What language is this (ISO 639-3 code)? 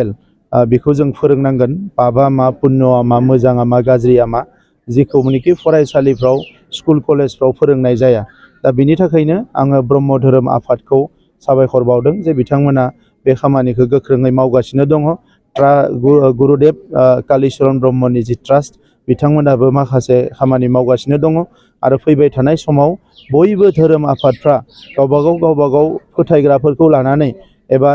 brx